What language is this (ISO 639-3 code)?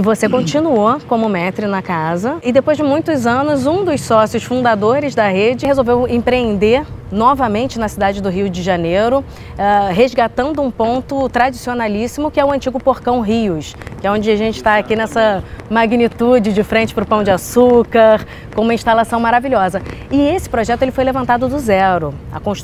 por